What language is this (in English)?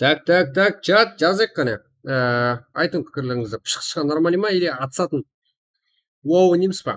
Kara-Kalpak